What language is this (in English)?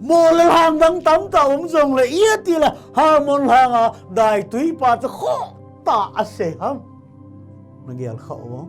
Thado Chin